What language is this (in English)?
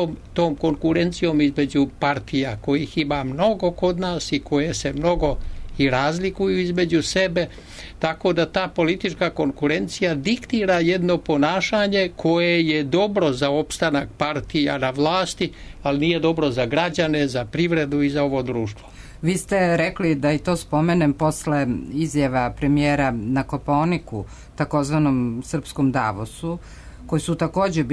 Serbian